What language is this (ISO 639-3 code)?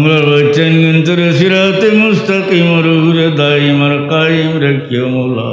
syl